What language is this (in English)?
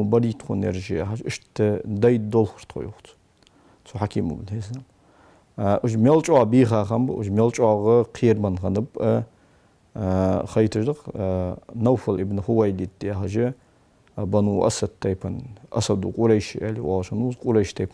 Ingush